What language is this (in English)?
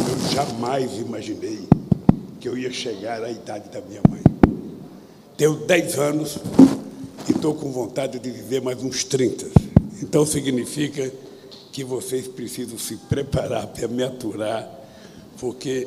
Portuguese